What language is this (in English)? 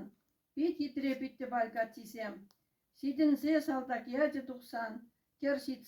Chuvash